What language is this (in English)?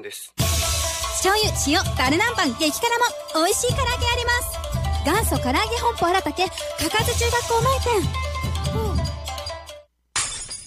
Japanese